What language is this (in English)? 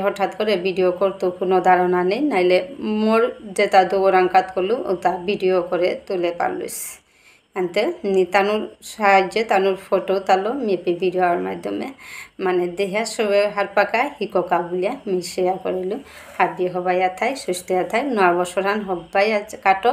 Bishnupriya